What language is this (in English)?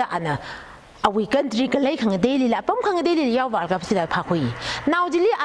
Tangkhul Naga (India)